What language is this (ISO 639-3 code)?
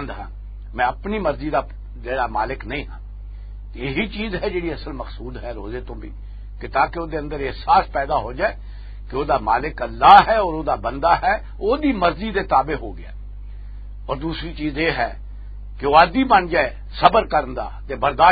lah